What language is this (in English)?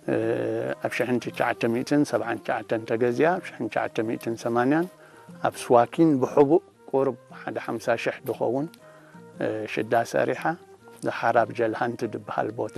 Tigrinya